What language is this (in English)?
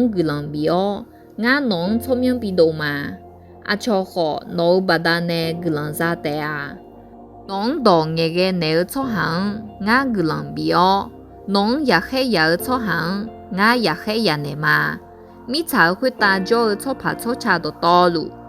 Akha